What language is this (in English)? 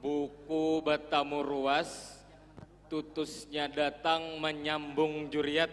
Banjar